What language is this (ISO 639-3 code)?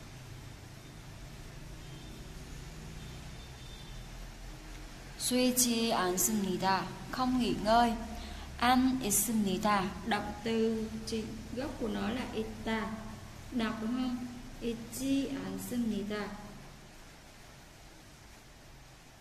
vie